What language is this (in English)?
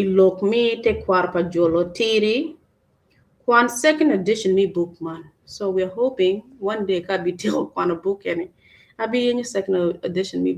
Acoli